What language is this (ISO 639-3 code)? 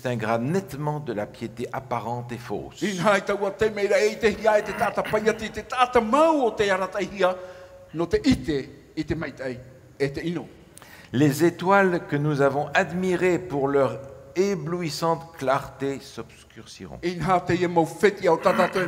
tah